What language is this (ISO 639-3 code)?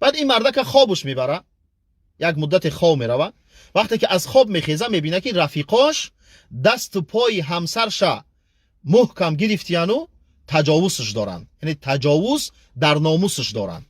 tgk